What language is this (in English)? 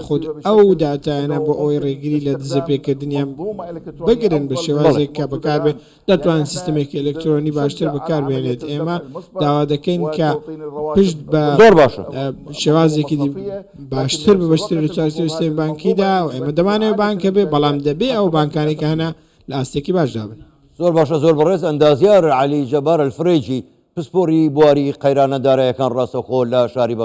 Central Kurdish